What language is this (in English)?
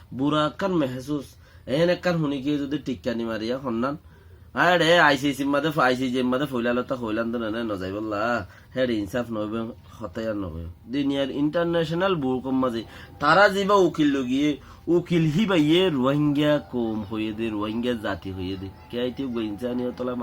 Rohingya